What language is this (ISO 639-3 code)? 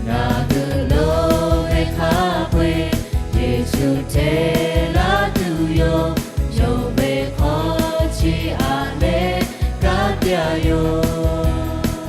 lhu